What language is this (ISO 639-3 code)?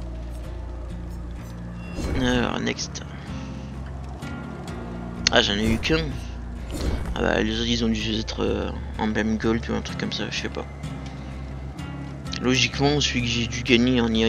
fra